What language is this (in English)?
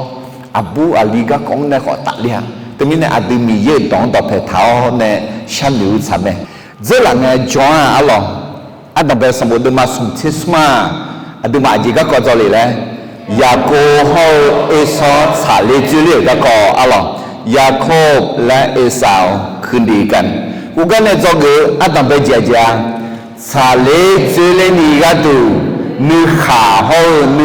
Akha